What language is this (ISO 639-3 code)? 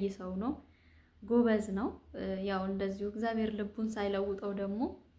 amh